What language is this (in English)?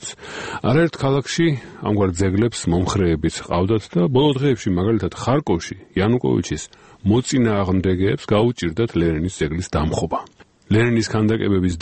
Georgian